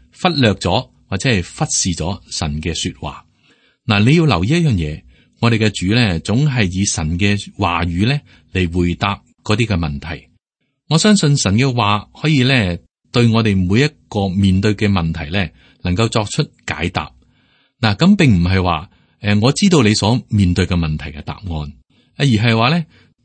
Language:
Cantonese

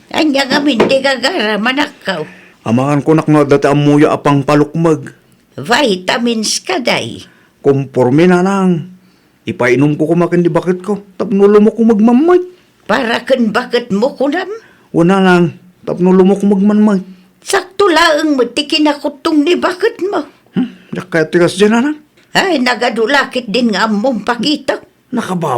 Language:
Iloko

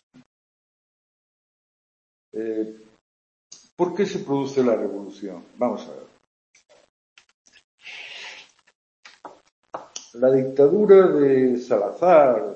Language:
Spanish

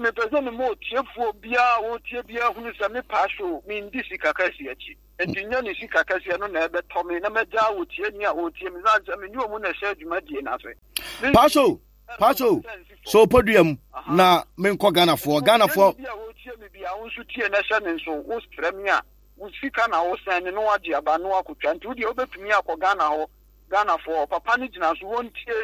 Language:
Akan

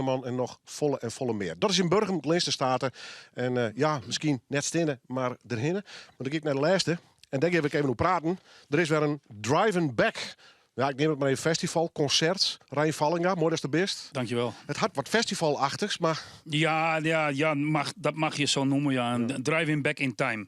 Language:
Western Frisian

